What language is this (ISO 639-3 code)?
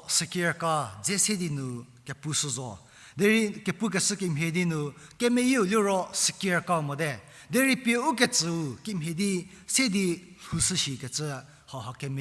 njm